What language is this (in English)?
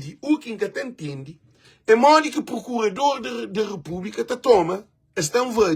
Kabuverdianu